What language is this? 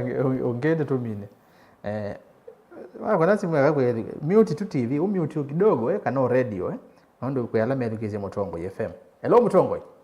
Kamba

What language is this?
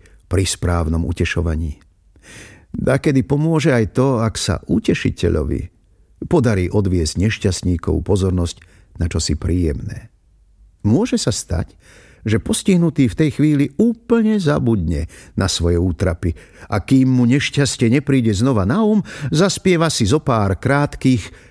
Slovak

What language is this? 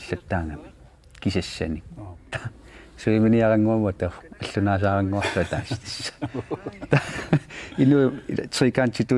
Kalaallisut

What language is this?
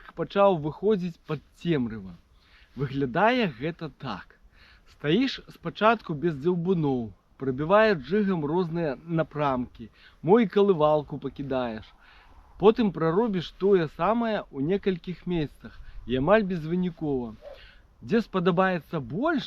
Belarusian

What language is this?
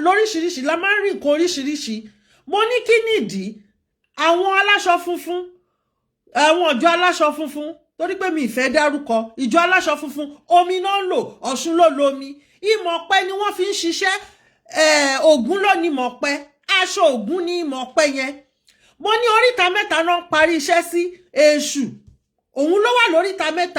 Yoruba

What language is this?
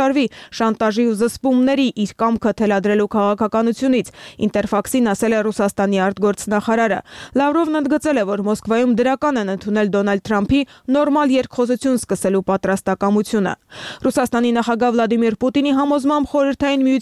Armenian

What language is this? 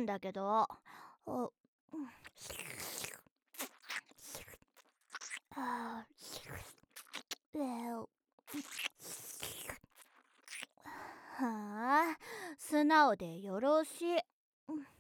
Japanese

